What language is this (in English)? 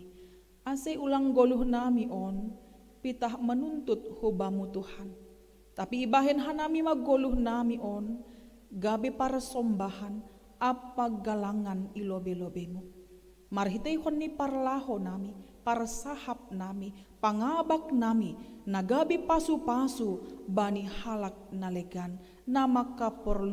Batak Simalungun